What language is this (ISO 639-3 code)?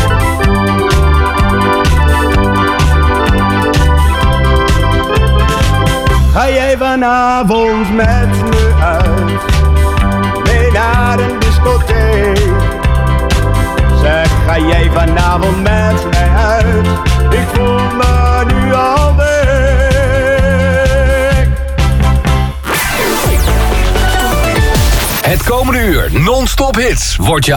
nld